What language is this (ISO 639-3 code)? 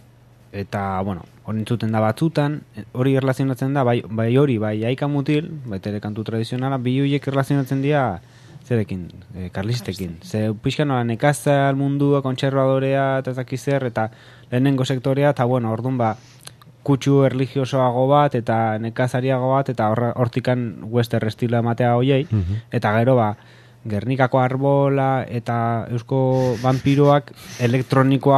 eus